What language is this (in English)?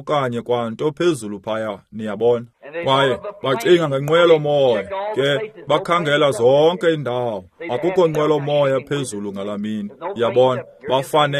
Xhosa